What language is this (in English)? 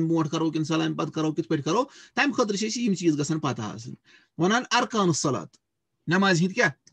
Kashmiri